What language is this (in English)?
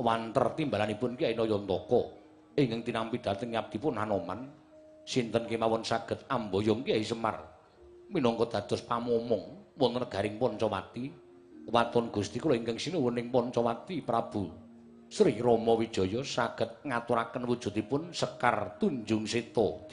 Javanese